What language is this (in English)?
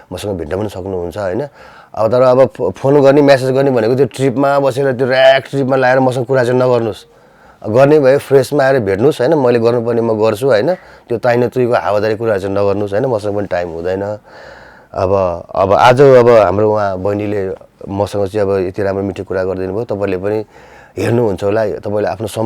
Nepali